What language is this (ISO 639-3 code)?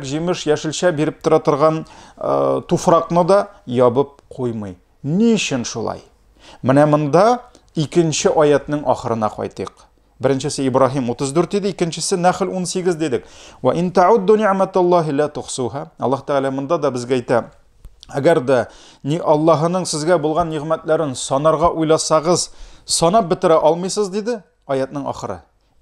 tat